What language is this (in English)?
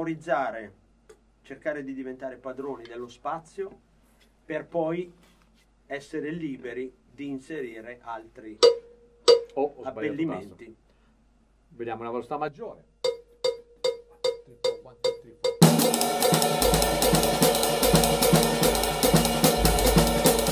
Italian